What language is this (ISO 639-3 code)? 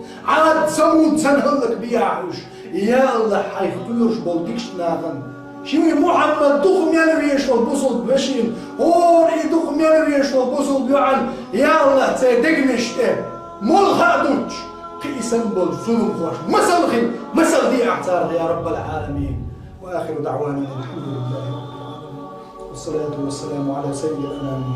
che